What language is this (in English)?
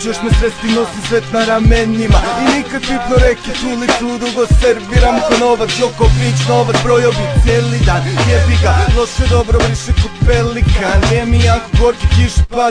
Serbian